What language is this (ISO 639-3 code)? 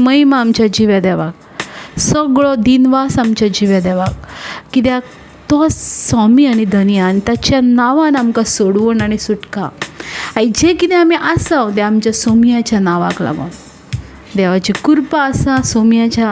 kok